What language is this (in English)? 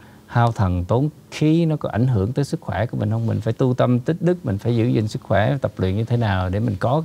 Vietnamese